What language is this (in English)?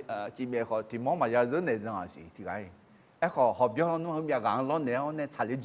Akha